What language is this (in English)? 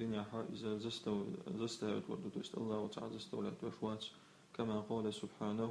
Chechen